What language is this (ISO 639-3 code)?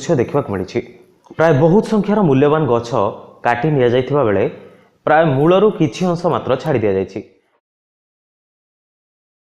ori